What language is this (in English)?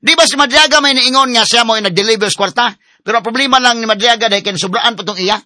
Cebuano